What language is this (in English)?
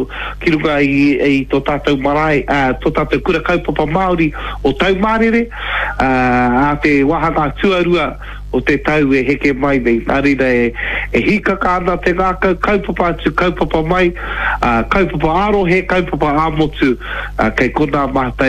Māori